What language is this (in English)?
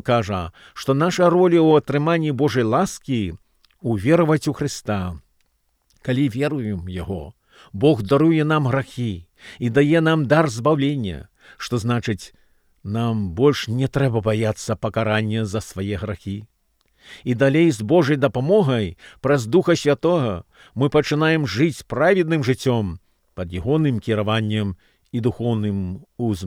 Belarusian